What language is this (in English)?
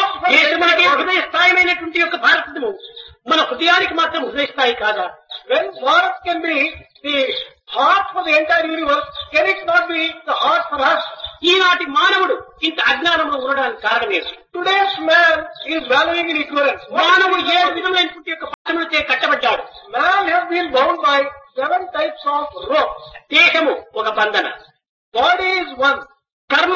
Telugu